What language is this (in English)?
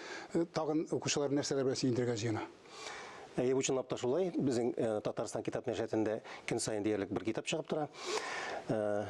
Tatar